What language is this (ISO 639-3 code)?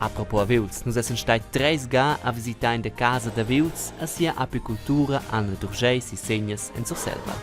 roh